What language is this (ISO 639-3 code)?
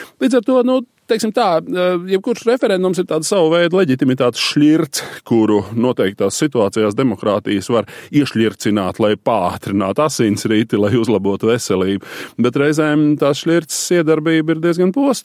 lav